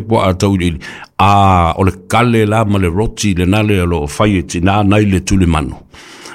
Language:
Samoan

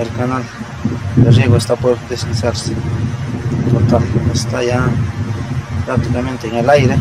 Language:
Ayacucho Quechua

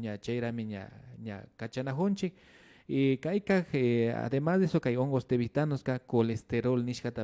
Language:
Imbabura Highland Quichua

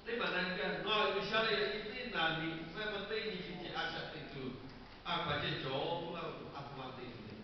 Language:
Lahu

